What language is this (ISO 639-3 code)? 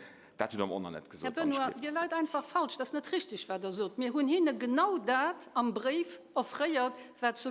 ltz